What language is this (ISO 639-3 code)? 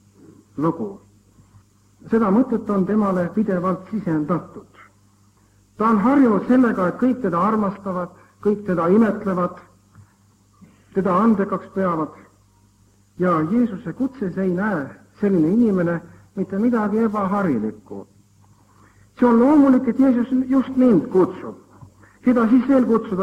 est